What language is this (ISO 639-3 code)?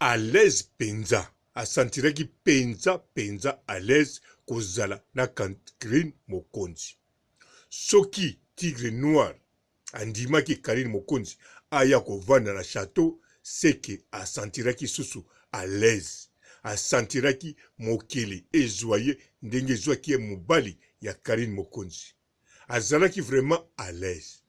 lin